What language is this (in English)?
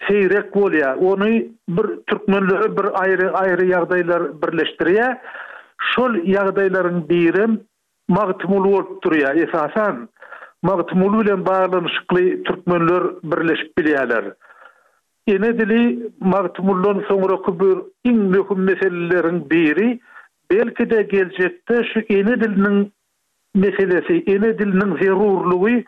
Turkmen